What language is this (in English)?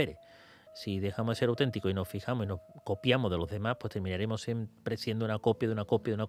Spanish